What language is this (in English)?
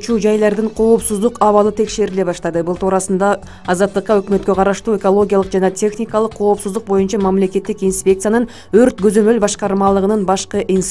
Kyrgyz